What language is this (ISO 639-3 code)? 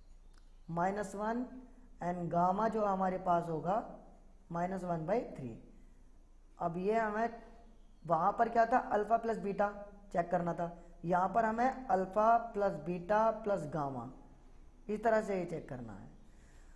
hin